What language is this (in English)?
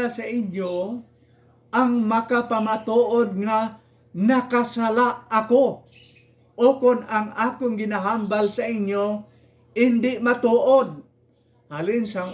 Hiligaynon